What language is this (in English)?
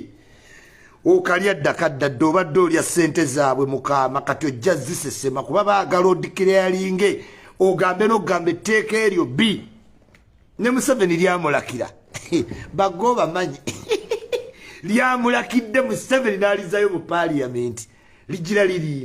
Ganda